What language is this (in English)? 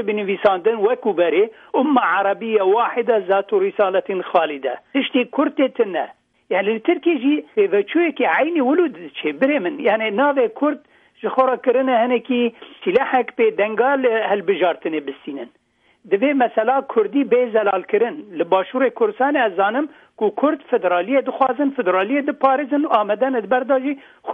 Kurdish